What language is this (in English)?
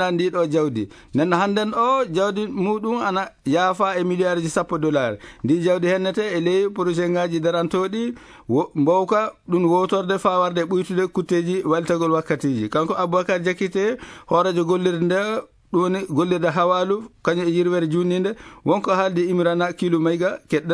Fula